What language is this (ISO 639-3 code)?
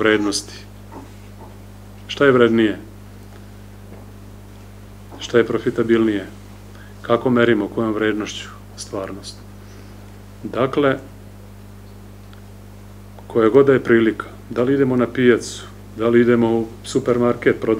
srp